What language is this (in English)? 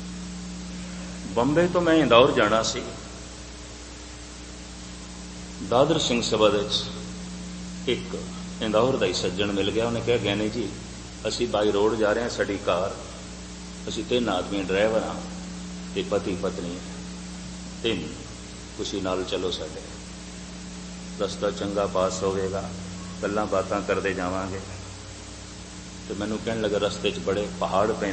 Punjabi